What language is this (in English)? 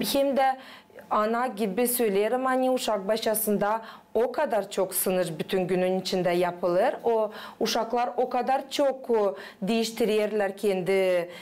Gagauz